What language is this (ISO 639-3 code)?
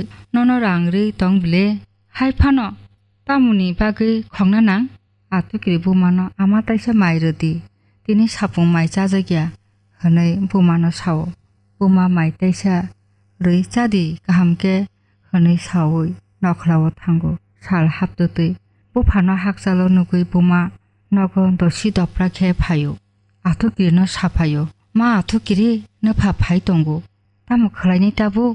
trp